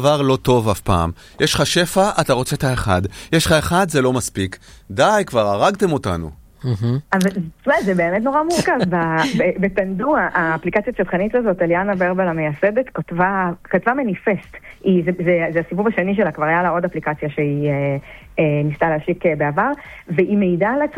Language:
Hebrew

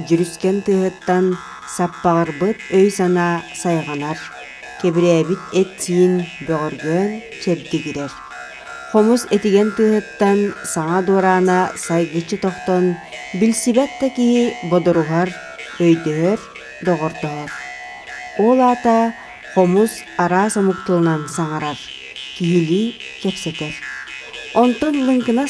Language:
Yakut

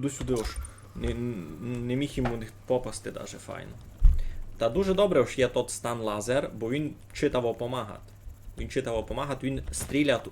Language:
Rusyn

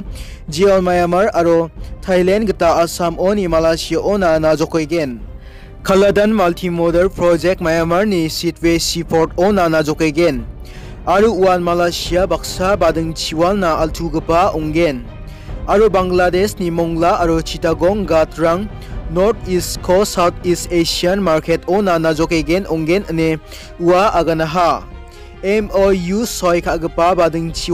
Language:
Garo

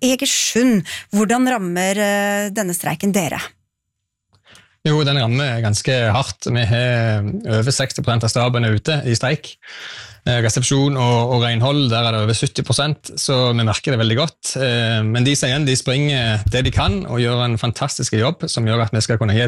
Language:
Norwegian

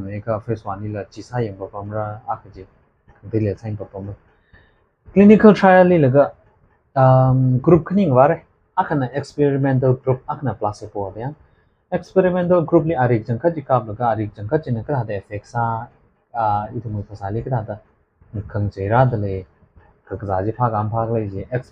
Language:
Tangkhul Naga (India)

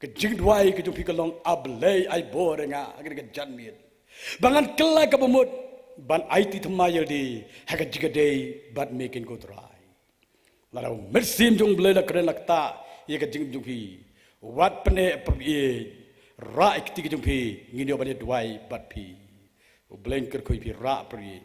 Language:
Khasi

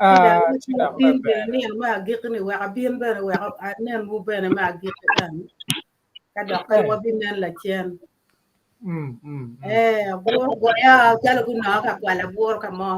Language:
Acoli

